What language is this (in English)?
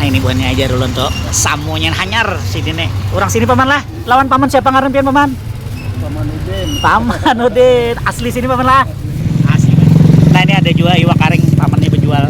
Banjar